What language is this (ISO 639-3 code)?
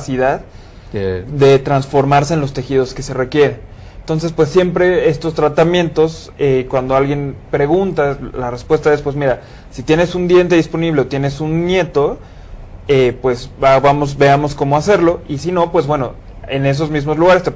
spa